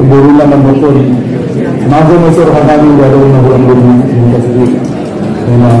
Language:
Batak Angkola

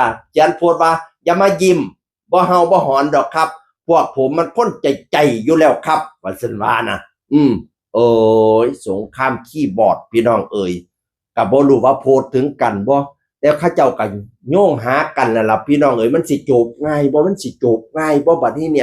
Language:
Northeastern Thai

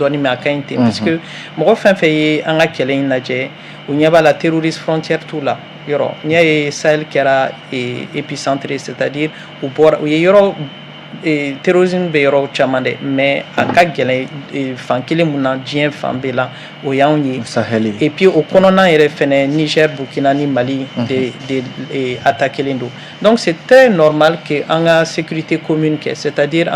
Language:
Bambara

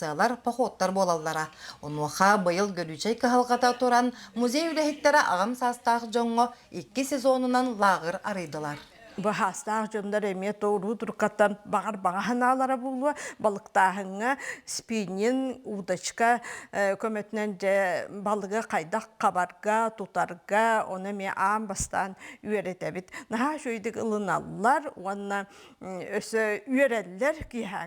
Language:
Yakut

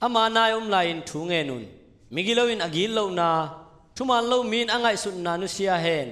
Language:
Tedim Chin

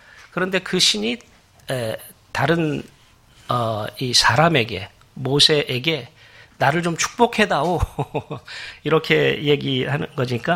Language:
Korean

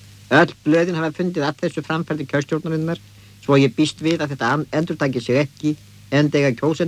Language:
Icelandic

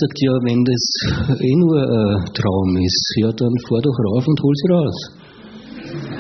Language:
German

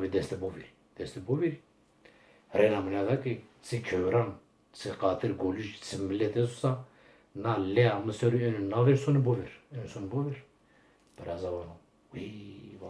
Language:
Zaza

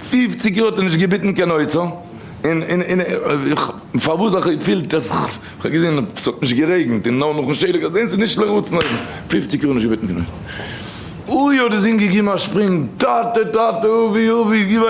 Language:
Yiddish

